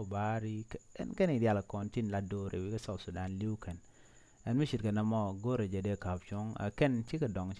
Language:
Nuer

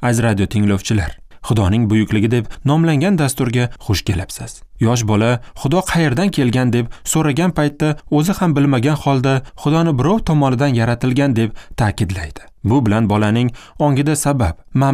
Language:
Uzbek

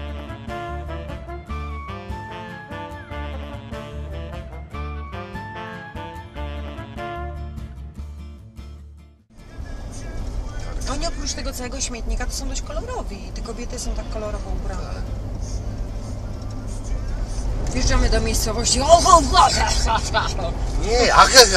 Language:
Polish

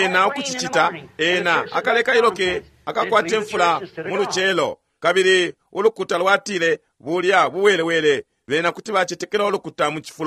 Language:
Bemba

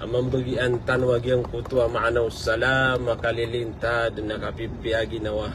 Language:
Maranao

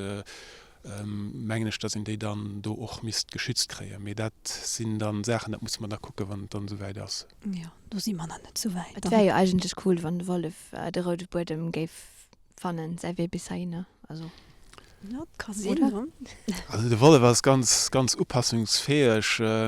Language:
Luxembourgish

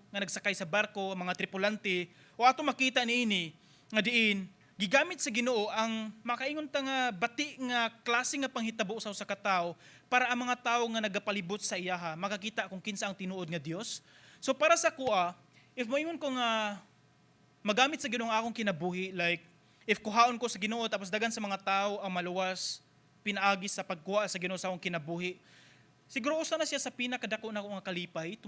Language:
Cebuano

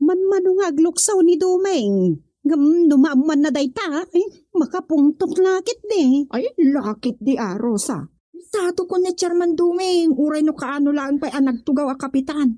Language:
Iloko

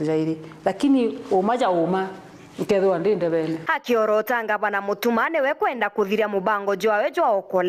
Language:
Meru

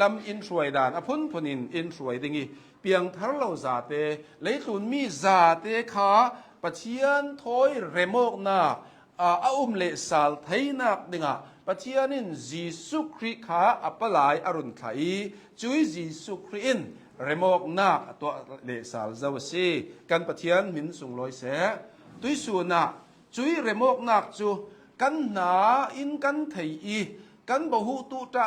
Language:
Hakha Chin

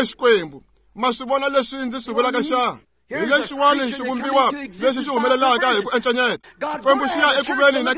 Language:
Tsonga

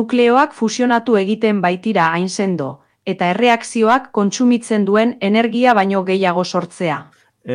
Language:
Basque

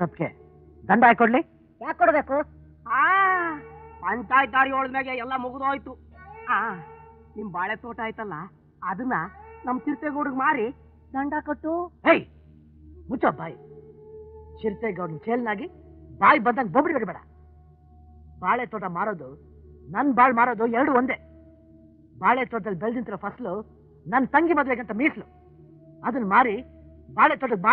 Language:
Kannada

